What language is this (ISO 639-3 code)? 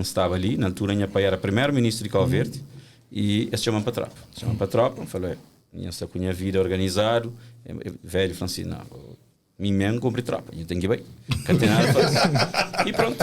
kea